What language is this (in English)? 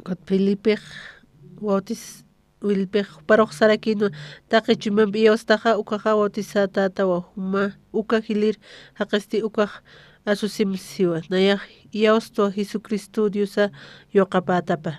Aymara